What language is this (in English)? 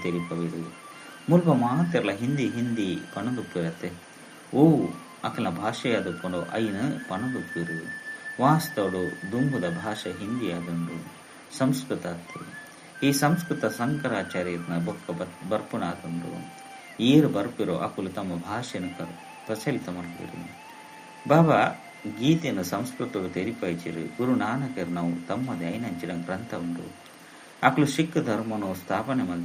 Tulu